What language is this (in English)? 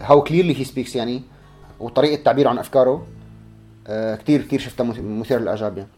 North Levantine Arabic